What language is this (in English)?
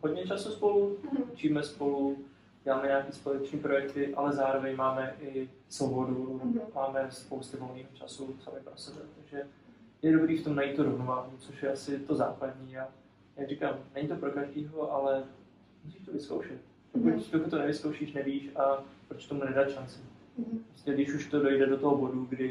Czech